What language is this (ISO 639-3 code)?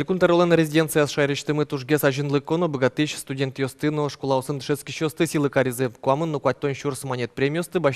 udm